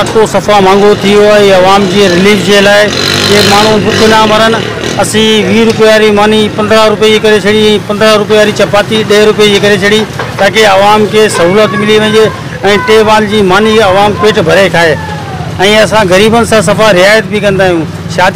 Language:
Sindhi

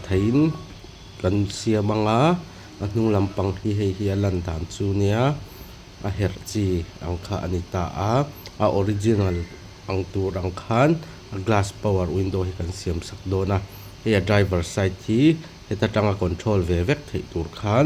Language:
Mizo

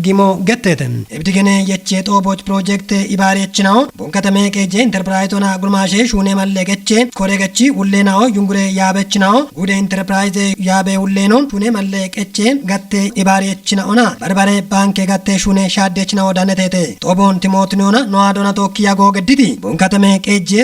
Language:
Kafa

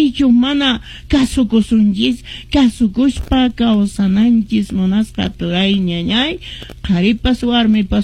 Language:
Quechua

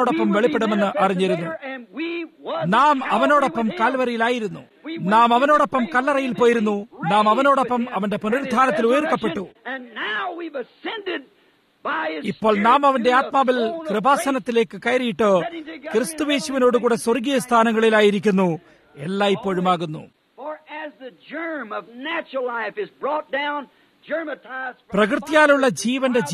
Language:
Malayalam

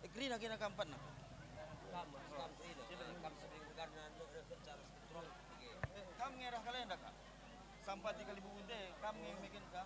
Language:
Batak Karo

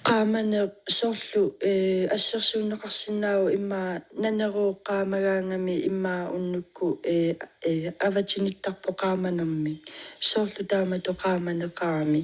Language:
Kalaallisut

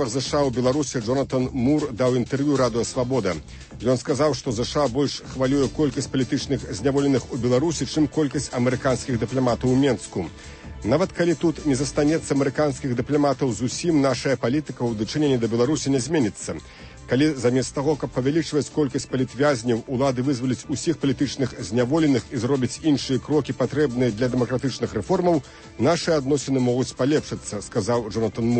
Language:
Belarusian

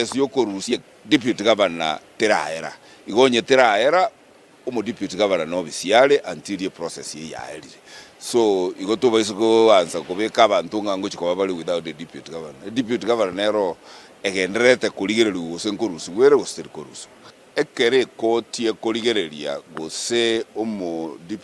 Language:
Gusii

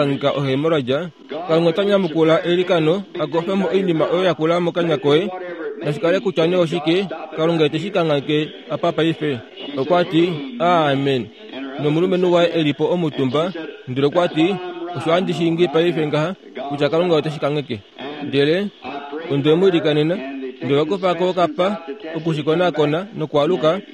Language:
Kuanyama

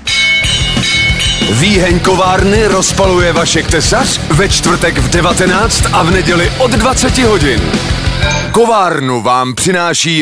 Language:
Czech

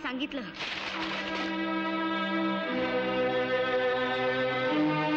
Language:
Marathi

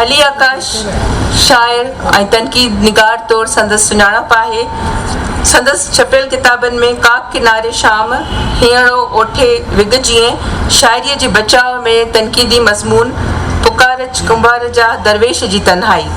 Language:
Sindhi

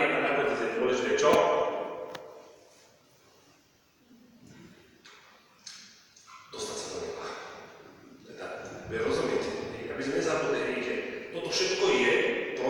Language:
Slovak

